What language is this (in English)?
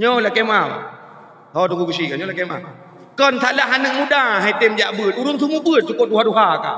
Achinese